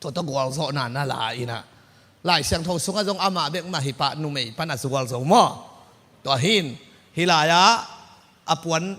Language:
Tedim Chin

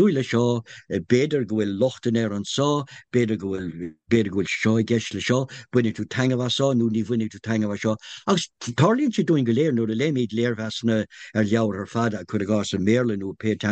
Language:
Irish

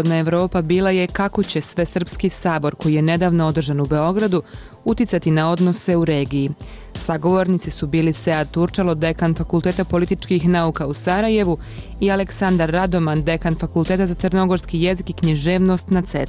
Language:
Bosnian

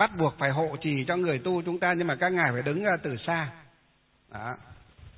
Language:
Vietnamese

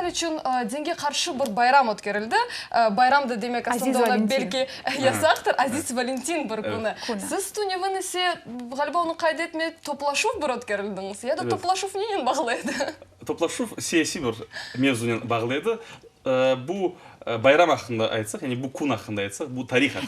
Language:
Crimean Tatar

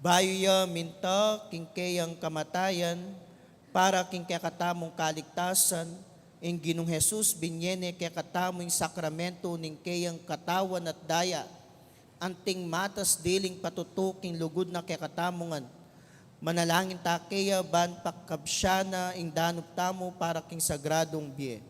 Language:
Pampanga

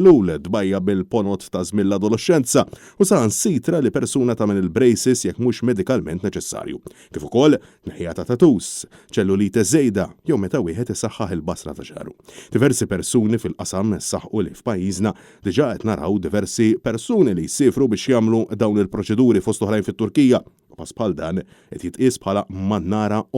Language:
Maltese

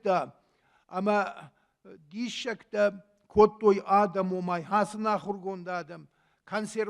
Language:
Ossetic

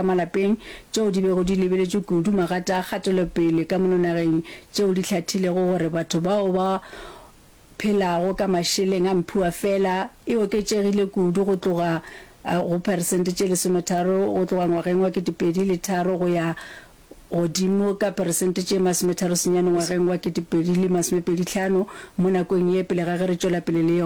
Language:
Northern Sotho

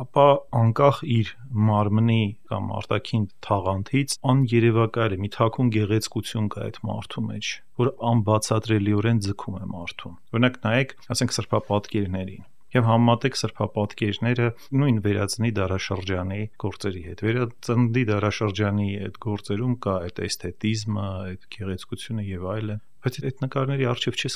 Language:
Armenian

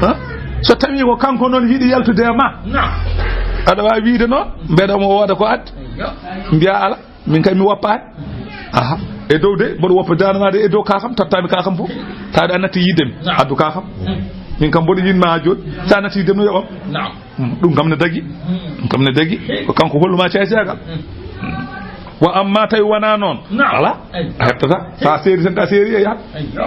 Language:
Fula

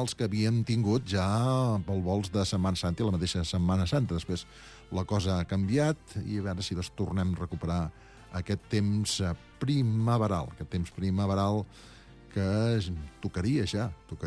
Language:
Catalan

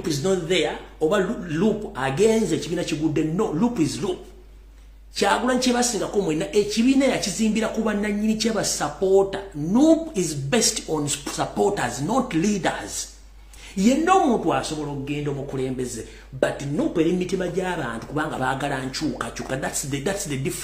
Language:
Ganda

